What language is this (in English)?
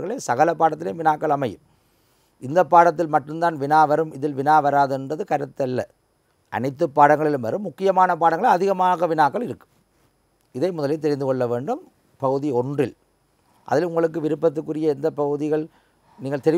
Tamil